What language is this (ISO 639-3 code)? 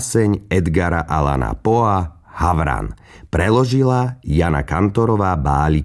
slk